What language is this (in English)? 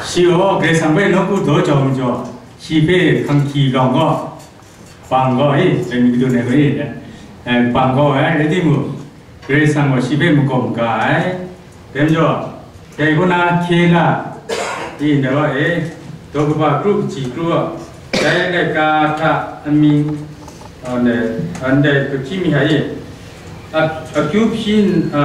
Kachin